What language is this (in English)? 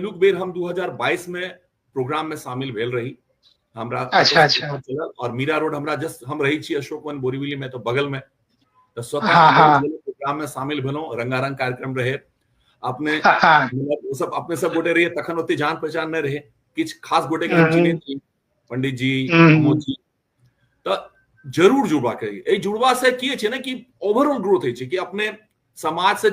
Maithili